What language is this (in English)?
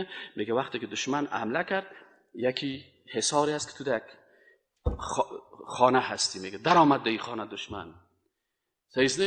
Persian